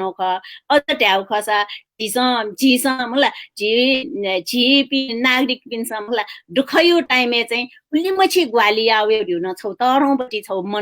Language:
Newari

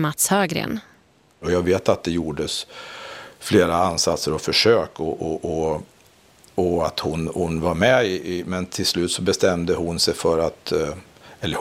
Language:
Swedish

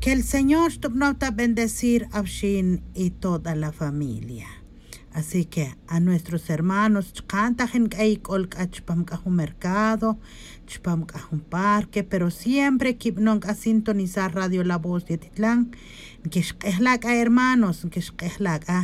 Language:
Tz'utujil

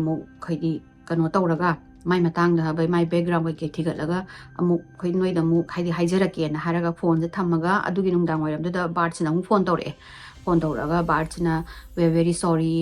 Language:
Manipuri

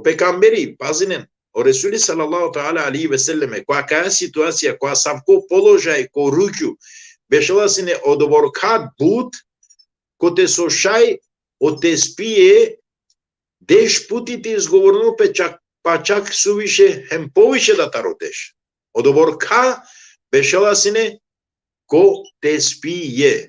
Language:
Balkan Romani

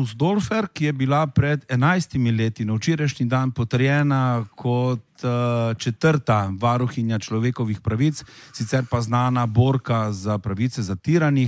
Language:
Slovenian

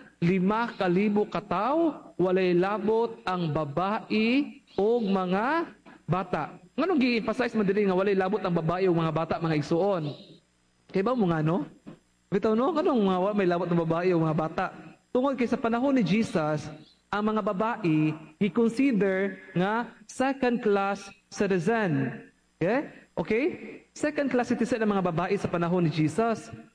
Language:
Cebuano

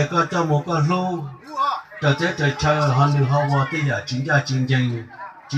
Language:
Hmong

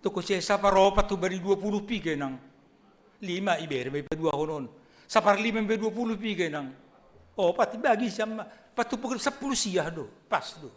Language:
Batak Simalungun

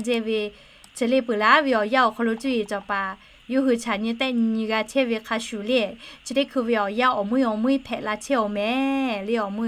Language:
Lahu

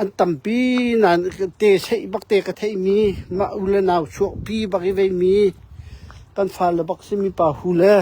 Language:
Hakha Chin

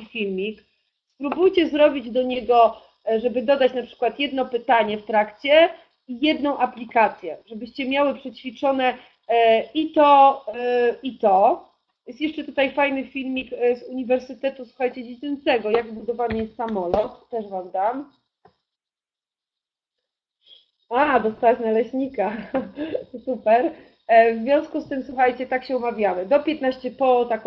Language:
Polish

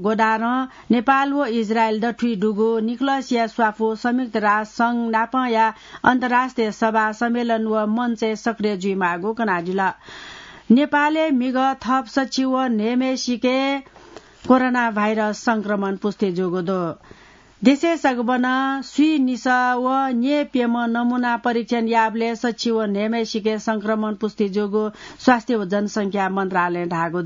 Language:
Newari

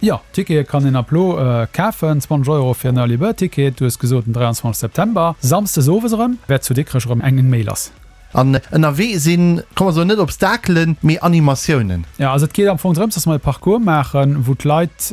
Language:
Luxembourgish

